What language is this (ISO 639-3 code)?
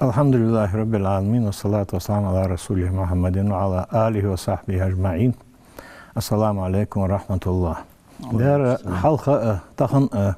inh